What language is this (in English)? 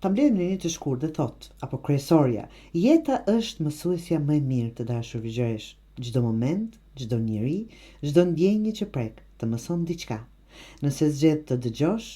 Albanian